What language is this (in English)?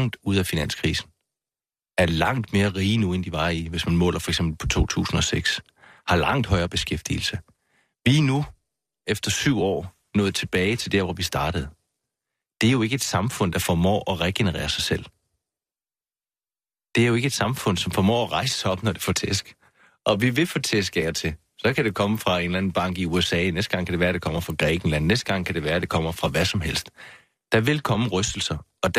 Danish